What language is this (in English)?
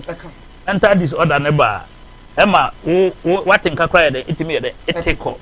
Akan